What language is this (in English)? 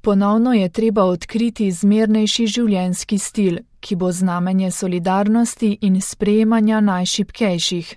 Slovenian